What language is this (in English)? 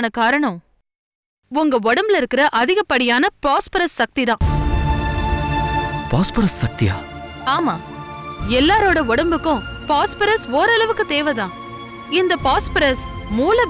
Tamil